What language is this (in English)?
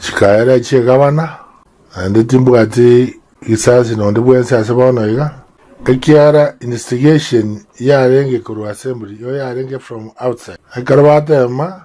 Gusii